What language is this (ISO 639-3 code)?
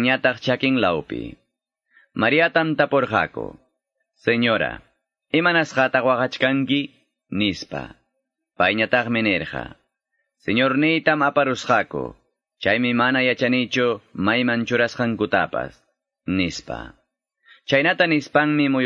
que